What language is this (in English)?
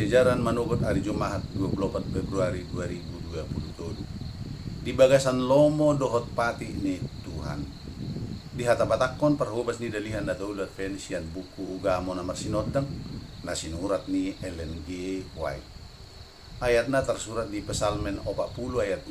Batak Toba